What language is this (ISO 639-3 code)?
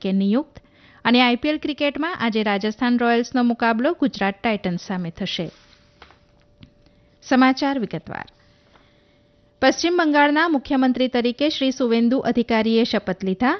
guj